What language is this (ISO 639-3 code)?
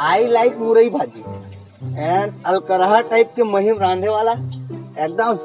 hne